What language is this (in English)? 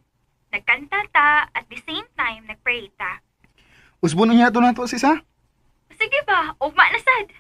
Cebuano